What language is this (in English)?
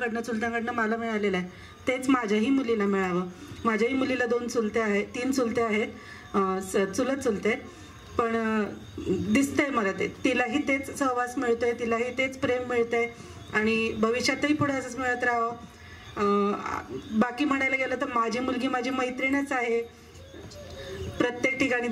Marathi